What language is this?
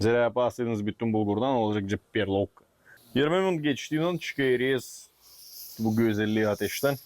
Gagauz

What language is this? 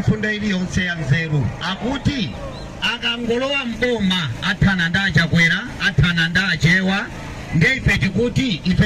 Nyanja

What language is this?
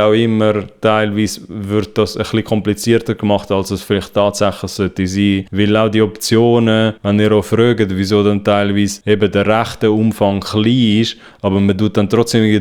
Swiss German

